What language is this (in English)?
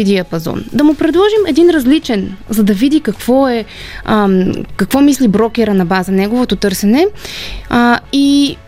Bulgarian